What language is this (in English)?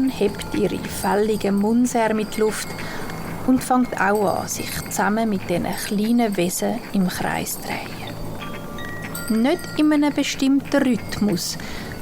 Swiss German